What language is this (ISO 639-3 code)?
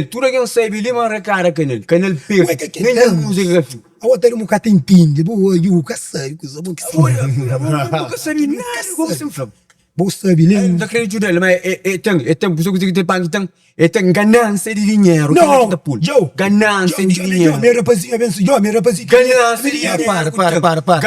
kea